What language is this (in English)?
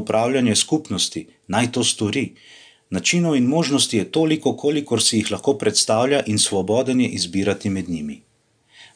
Slovenian